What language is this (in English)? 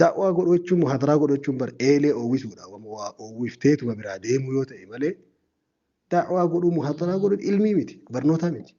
Oromo